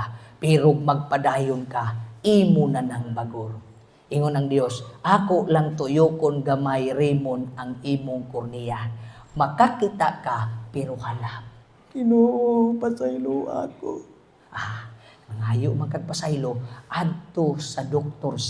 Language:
Cebuano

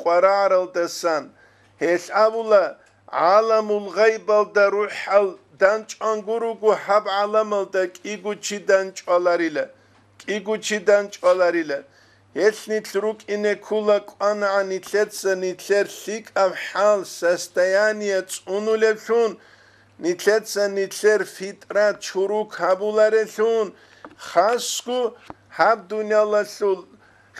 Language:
Avaric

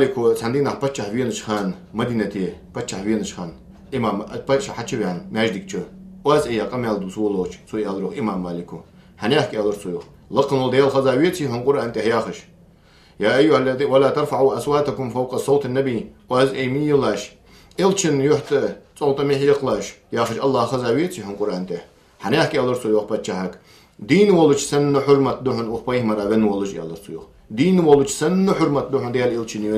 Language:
Ingush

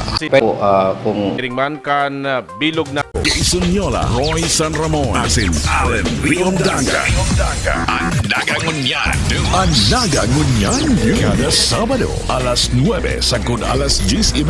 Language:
Bikol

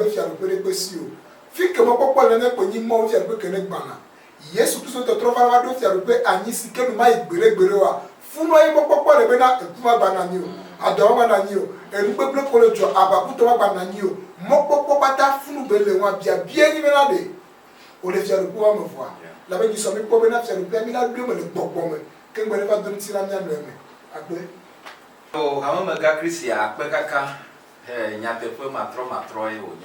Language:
Ewe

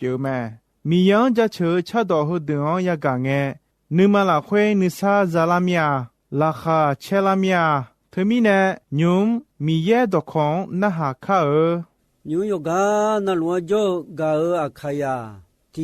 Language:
Akha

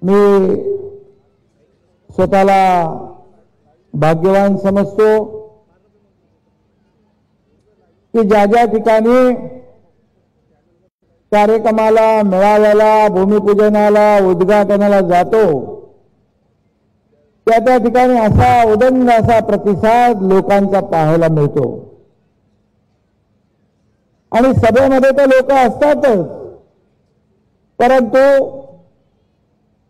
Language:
Marathi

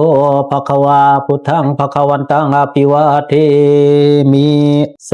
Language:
Pali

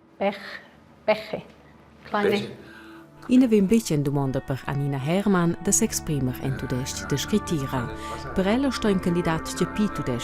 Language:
Romansh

